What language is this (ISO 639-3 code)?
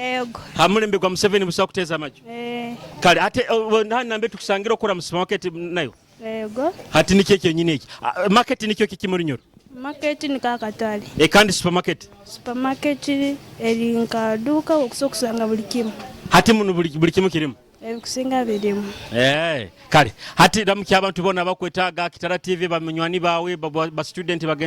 nyo